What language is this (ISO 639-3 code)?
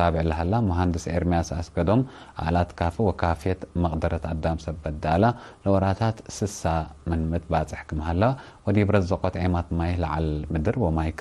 tig